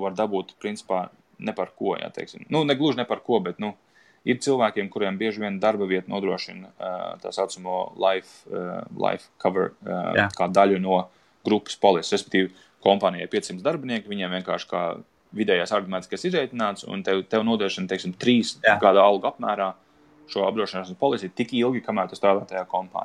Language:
Latvian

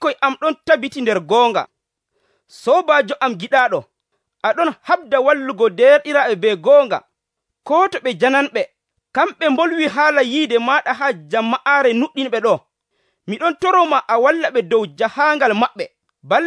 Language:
Nigerian Fulfulde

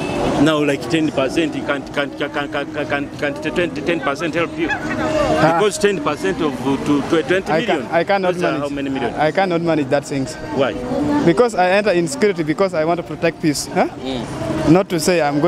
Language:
Nyoro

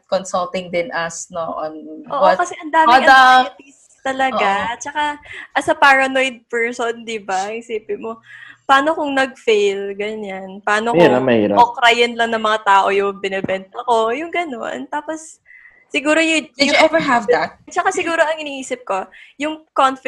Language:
Filipino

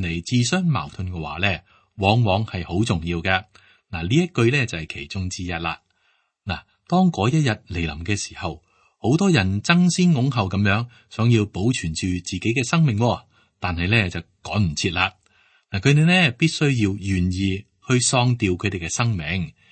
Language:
Cantonese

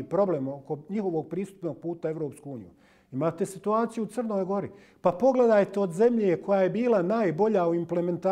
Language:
Bosnian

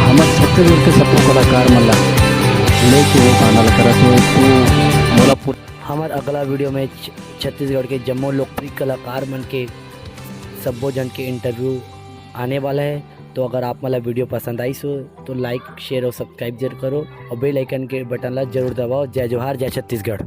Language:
Chhattisgarhi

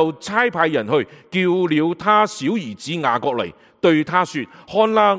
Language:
Cantonese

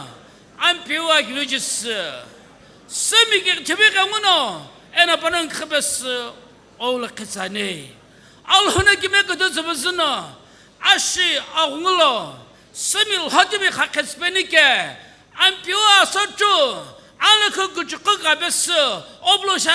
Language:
Sumi Naga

